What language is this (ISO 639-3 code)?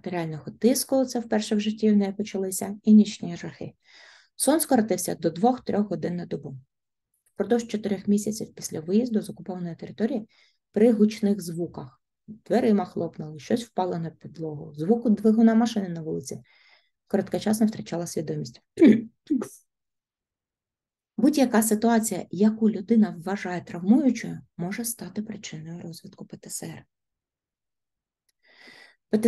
ukr